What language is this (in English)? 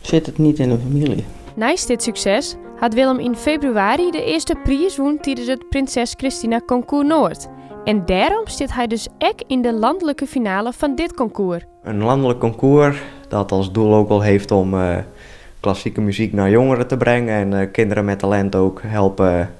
Western Frisian